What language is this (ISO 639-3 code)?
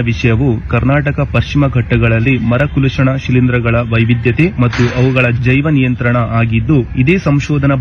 tcy